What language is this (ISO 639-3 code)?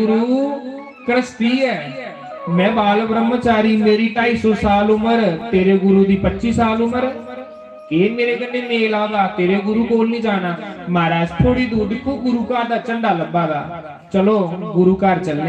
doi